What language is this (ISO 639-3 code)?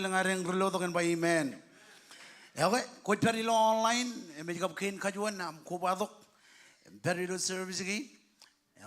mah